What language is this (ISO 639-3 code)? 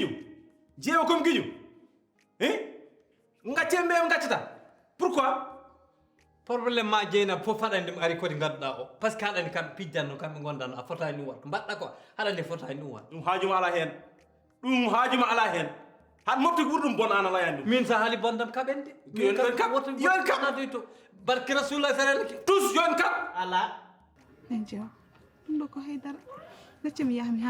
ful